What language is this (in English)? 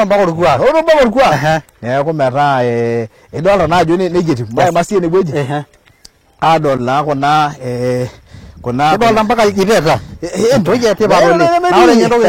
Masai